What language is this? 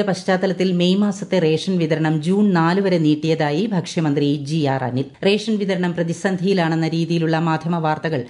Malayalam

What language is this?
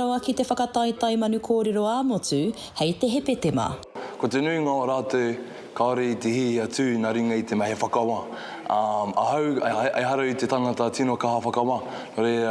Māori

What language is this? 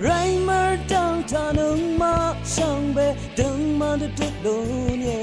Rawang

